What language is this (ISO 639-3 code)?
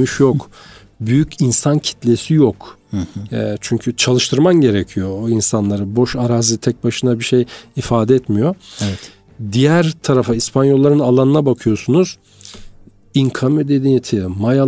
tur